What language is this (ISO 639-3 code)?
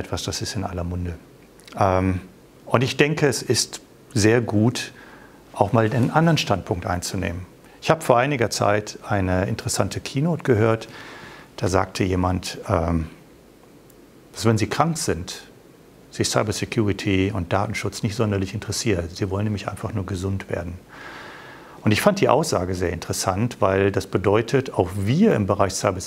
deu